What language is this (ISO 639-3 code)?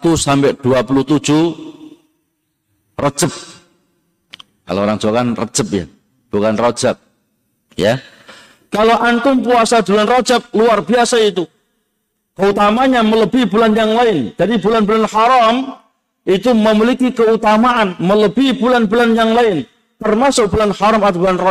ind